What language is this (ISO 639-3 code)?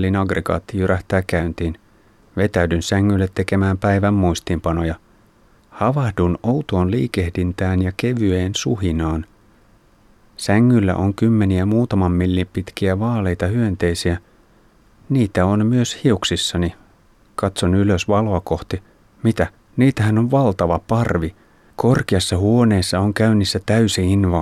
fin